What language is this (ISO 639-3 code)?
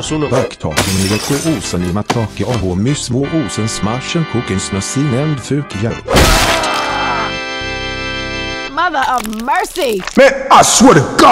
swe